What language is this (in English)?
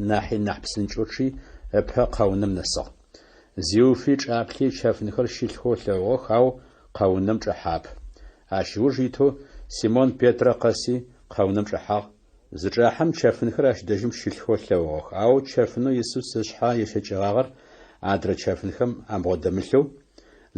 Adyghe